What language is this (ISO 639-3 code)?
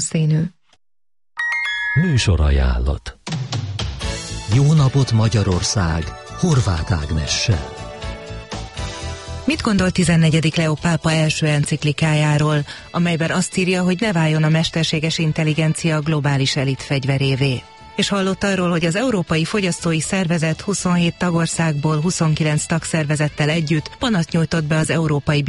hun